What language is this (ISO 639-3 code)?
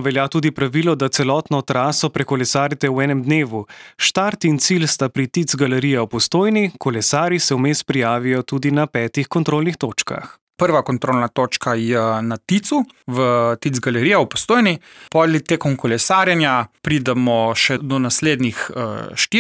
slv